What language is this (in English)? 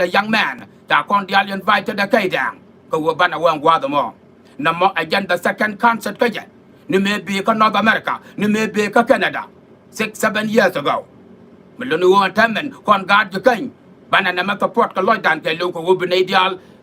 Nuer